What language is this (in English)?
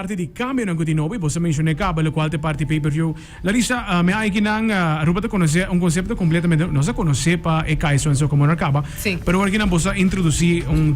Papiamento